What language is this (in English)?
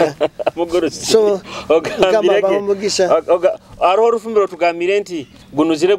Nyoro